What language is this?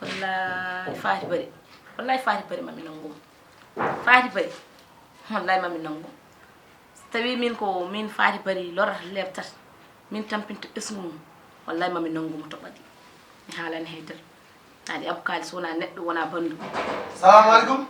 Fula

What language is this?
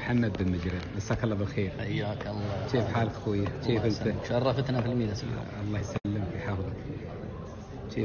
Gulf Arabic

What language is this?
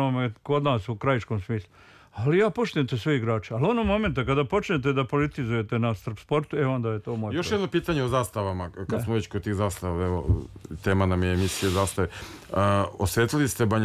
Serbian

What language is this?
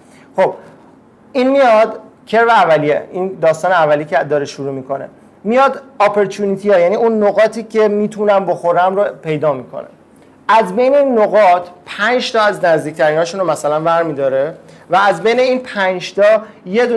Persian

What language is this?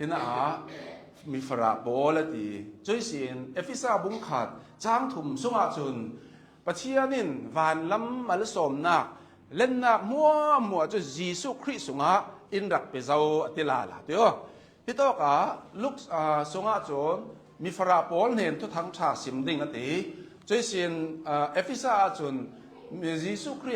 Hakha Chin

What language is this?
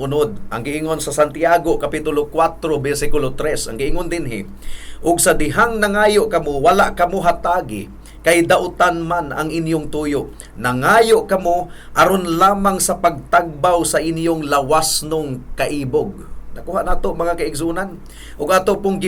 Cebuano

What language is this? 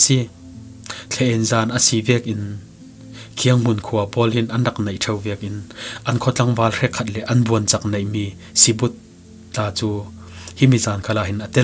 Falam Chin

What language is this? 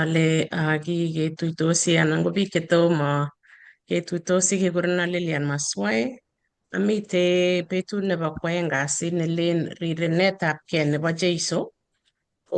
Kalenjin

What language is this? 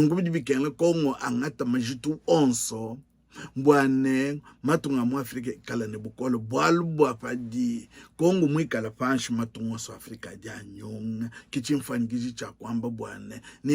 Luba-Lulua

